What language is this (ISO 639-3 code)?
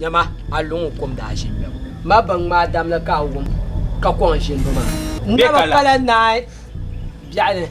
dag